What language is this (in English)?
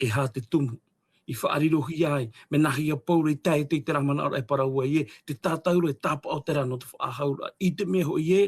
Tahitian